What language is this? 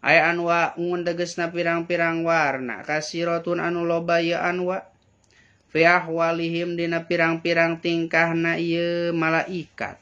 Sundanese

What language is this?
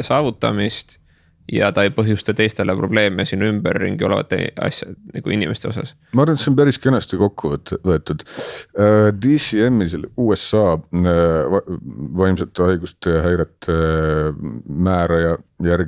Estonian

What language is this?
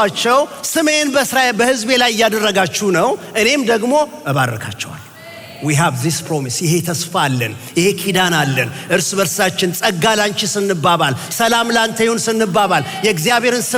Amharic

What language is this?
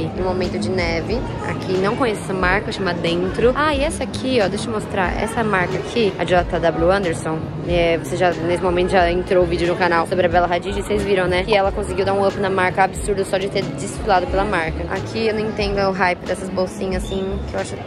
Portuguese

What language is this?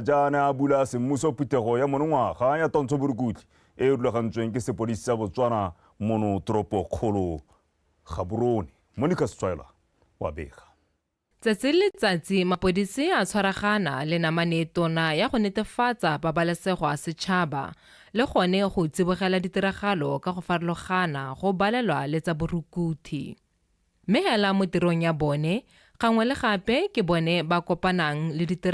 Tswana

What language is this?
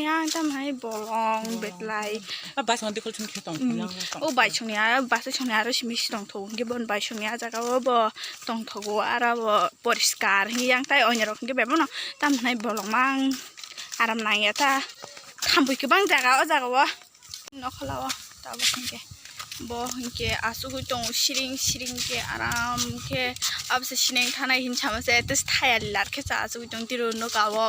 Kok Borok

